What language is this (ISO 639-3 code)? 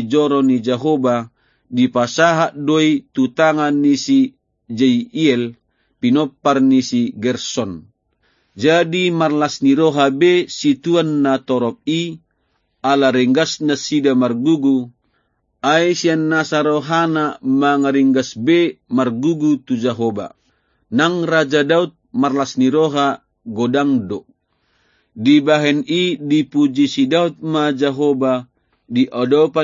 bbc